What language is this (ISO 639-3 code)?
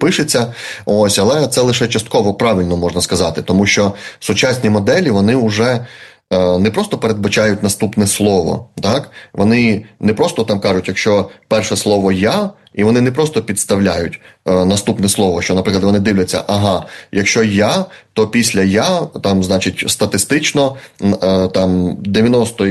ukr